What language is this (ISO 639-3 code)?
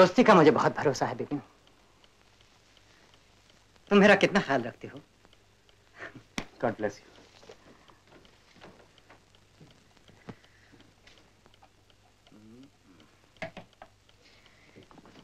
hin